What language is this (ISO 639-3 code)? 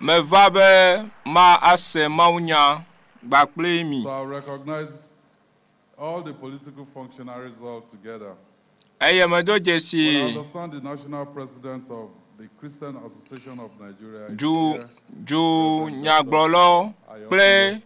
ewe